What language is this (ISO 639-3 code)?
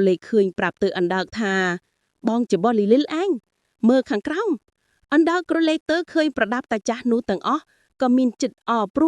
khm